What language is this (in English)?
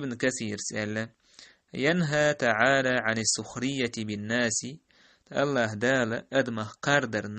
Chechen